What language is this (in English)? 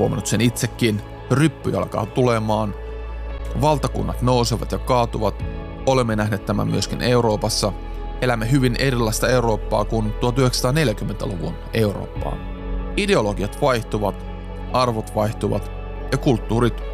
Finnish